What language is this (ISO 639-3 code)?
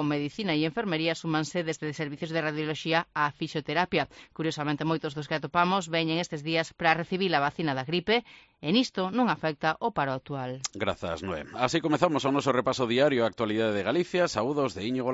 glg